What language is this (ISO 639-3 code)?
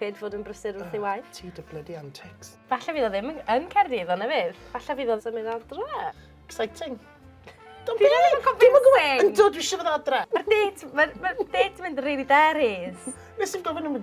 cym